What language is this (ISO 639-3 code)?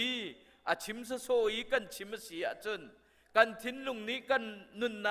cnh